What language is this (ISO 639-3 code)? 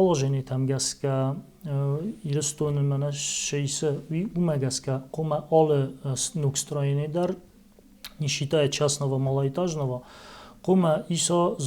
oss